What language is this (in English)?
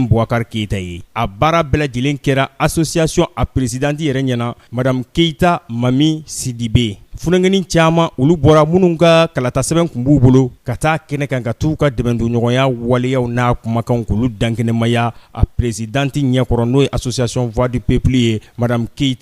Bambara